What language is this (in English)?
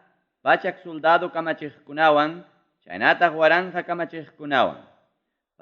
Ayacucho Quechua